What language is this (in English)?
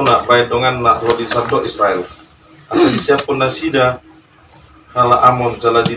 Batak Toba